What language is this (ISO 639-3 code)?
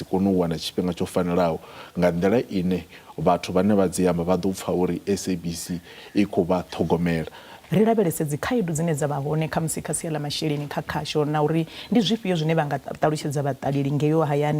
ven